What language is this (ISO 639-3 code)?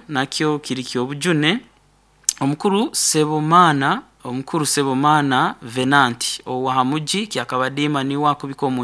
nyo